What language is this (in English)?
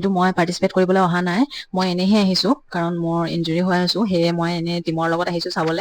Assamese